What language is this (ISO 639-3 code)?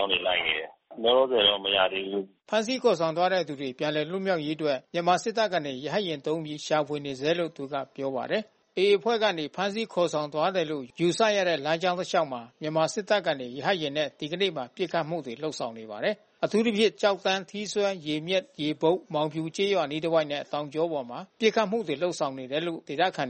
mya